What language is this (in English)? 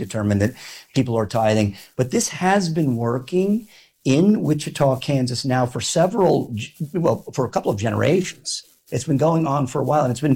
English